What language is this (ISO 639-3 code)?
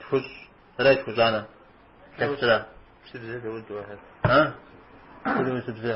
kbd